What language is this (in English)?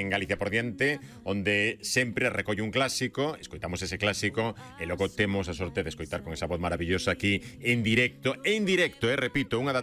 Galician